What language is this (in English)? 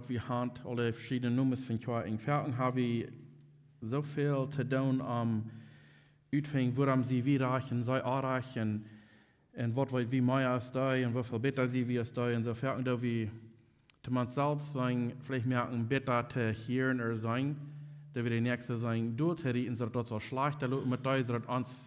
Plautdietsch